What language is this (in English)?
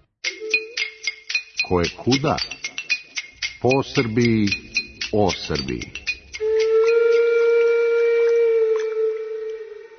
Serbian